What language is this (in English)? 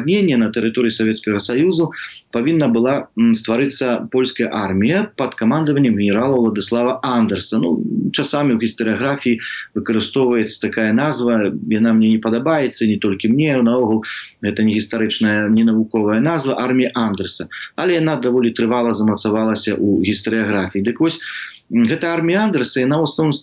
Belarusian